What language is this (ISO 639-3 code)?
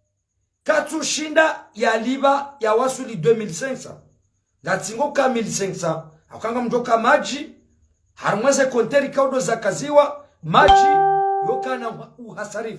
zdj